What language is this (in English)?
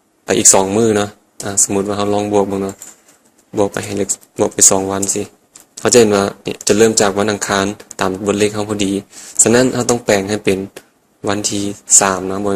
Lao